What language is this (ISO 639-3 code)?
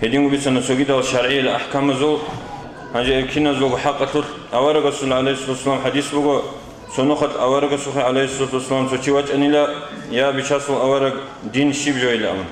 ava